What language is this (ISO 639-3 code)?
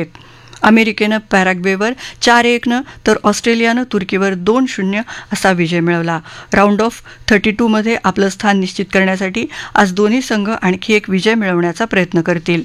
mar